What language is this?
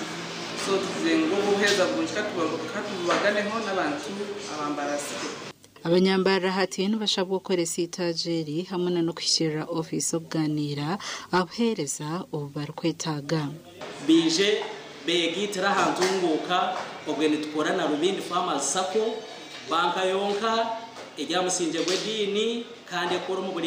Nyankole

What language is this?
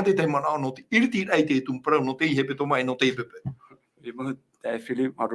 Tahitian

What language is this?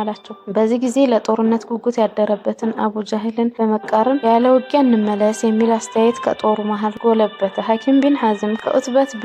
Amharic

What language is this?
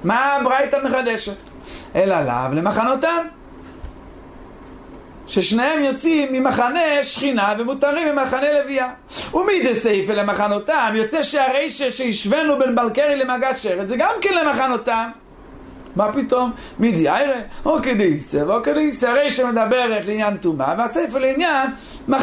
Hebrew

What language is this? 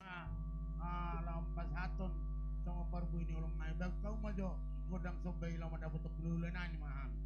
Batak Toba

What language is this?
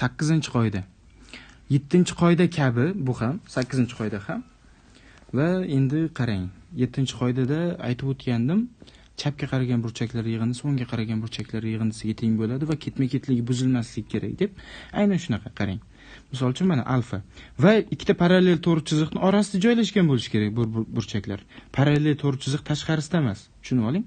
Uzbek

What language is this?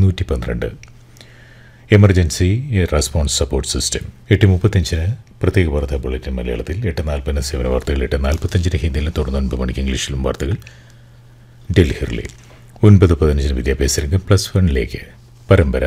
Malayalam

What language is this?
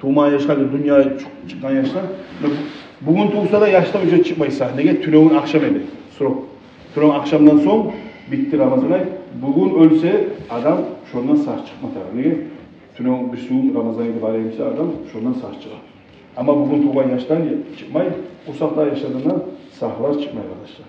Kumyk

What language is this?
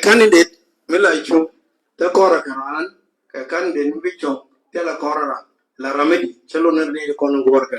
Nuer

